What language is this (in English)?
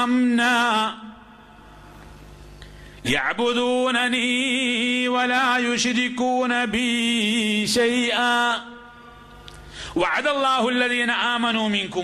Malayalam